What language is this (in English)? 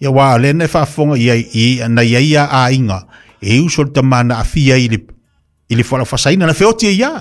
Samoan